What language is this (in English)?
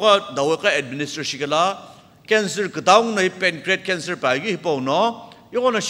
Sumi Naga